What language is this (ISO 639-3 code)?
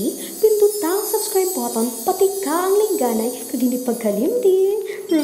hil